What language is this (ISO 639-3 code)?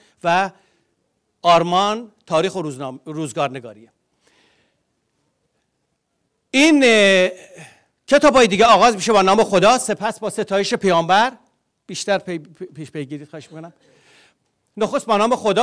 fas